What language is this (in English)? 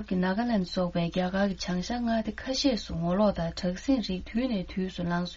Tibetan